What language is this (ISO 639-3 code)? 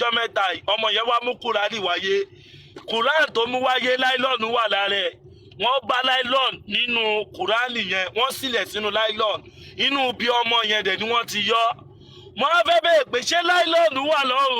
yor